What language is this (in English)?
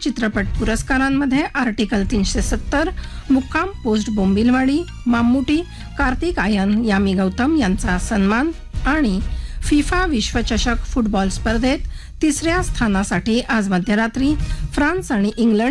Marathi